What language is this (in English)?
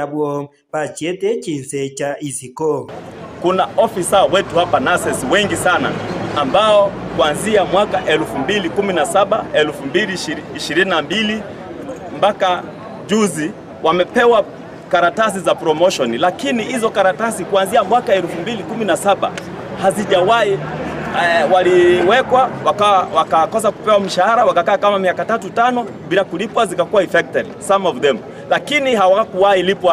Gusii